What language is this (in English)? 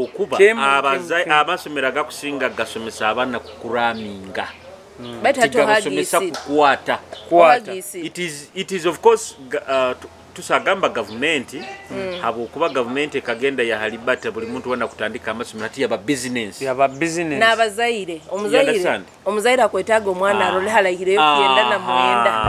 Nyoro